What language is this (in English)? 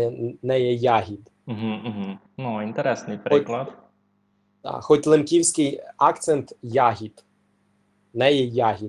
Rusyn